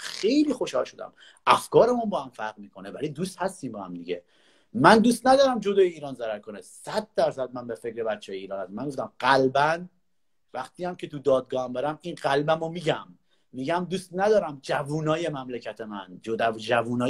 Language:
Persian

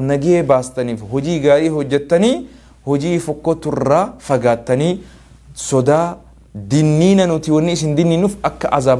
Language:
Oromo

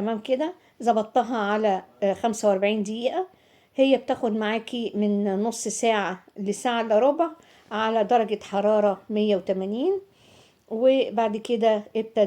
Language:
Egyptian Arabic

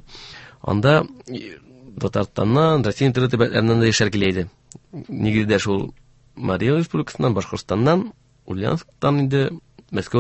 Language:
Tatar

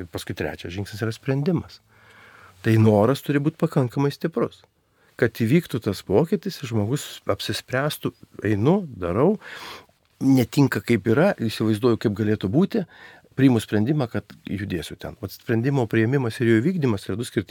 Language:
Lithuanian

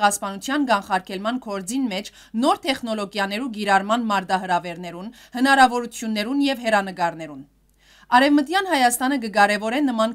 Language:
Western Armenian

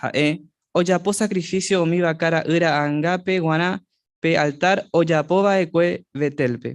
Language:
Guarani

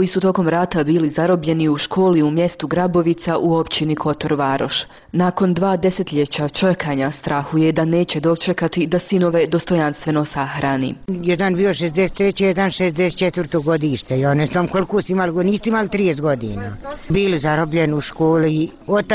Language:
Bosnian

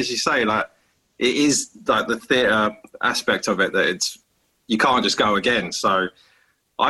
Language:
English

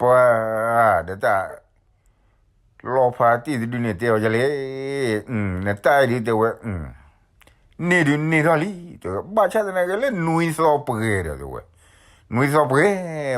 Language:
S'gaw Karen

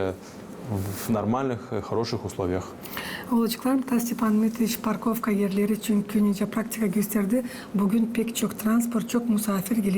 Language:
Gagauz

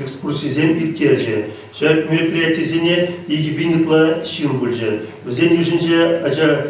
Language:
Chuvash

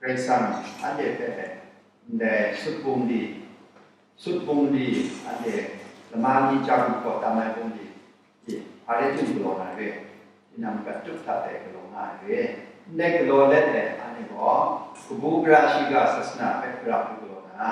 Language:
Kachin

